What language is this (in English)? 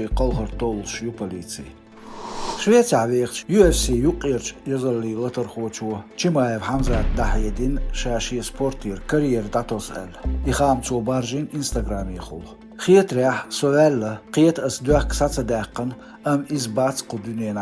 Chechen